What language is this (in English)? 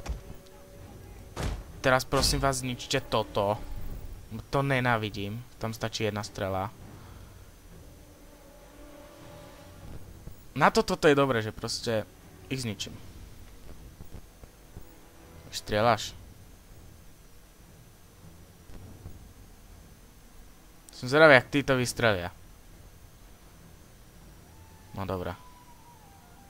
Slovak